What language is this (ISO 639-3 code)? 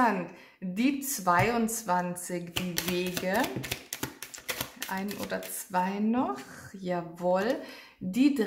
deu